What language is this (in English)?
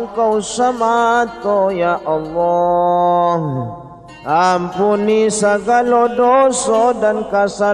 Minangkabau